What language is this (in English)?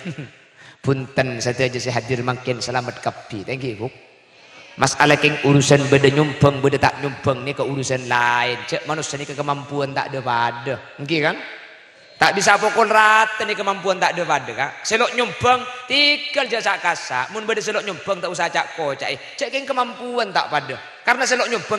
Madurese